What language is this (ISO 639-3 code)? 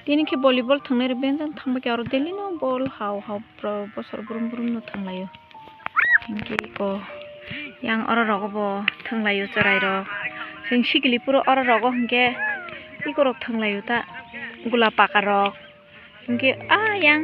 trp